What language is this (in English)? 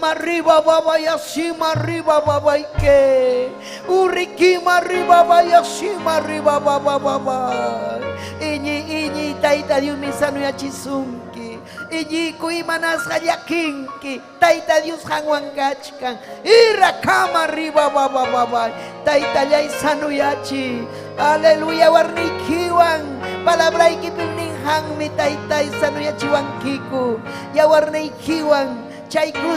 Ayacucho Quechua